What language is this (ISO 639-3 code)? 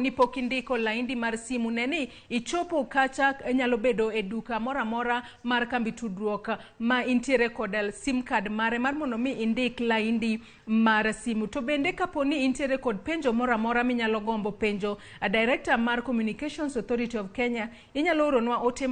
luo